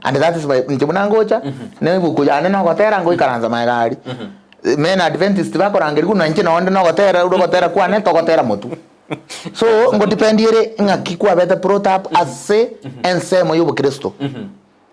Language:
Gusii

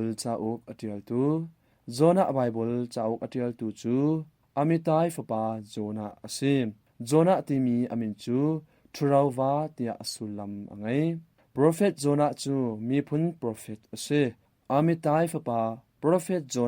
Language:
Hakha Chin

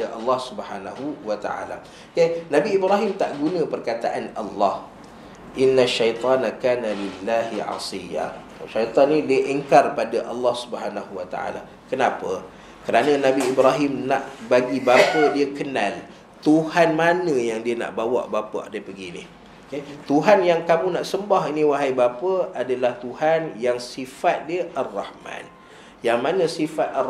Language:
Malay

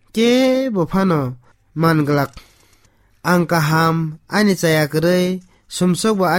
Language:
Kok Borok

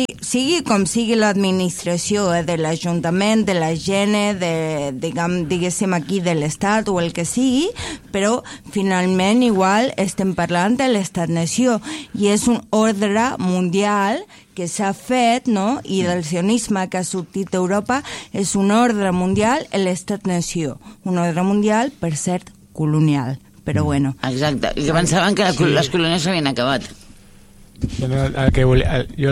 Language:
Catalan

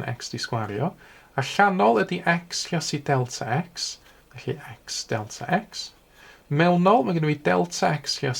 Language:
Welsh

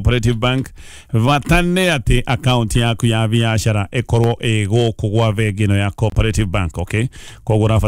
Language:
Kikuyu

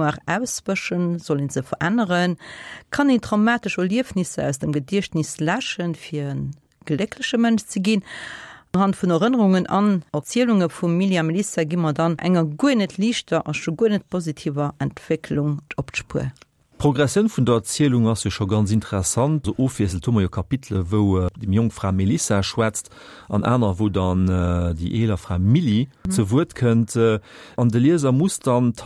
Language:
Luxembourgish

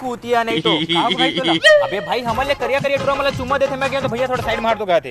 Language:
Chhattisgarhi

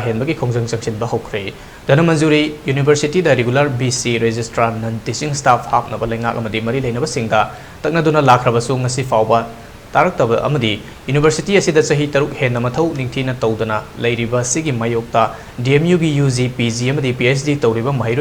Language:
Manipuri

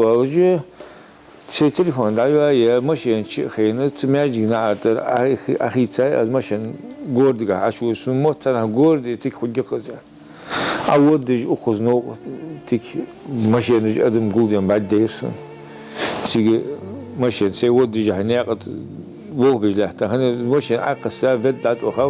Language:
Ingush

